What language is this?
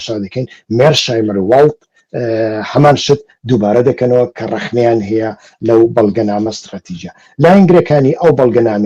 Central Kurdish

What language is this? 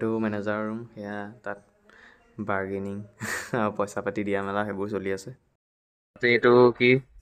Assamese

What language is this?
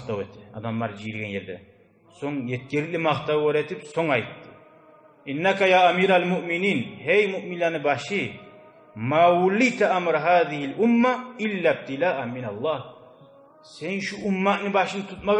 Kumyk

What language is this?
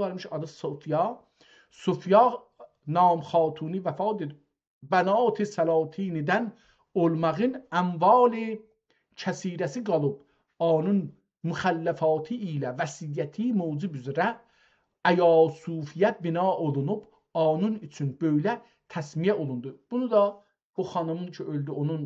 South Azerbaijani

